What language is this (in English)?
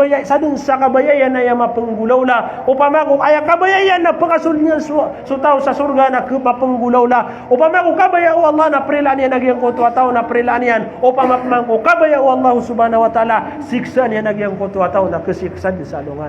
Maranao